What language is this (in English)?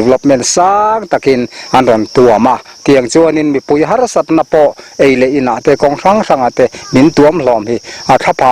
Mizo